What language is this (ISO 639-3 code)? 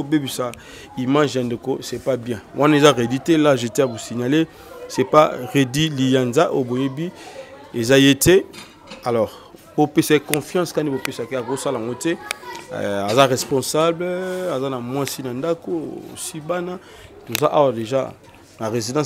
lin